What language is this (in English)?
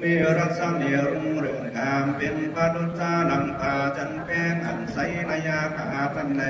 Lü